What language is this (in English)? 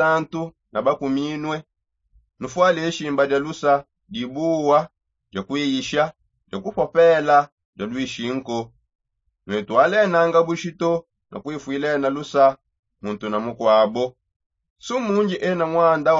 Songe